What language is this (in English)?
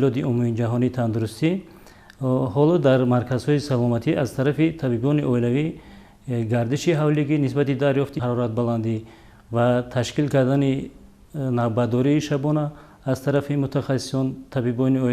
Tajik